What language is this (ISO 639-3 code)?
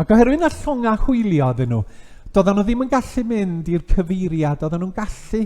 cym